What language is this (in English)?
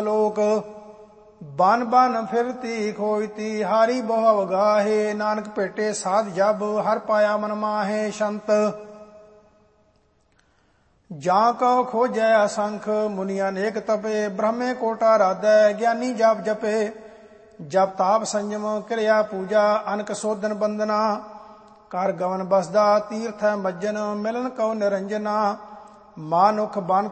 Punjabi